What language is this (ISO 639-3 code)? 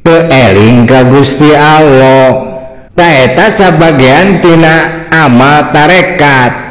sun